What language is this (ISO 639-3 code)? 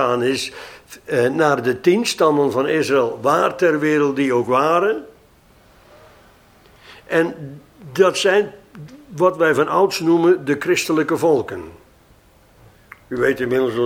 nld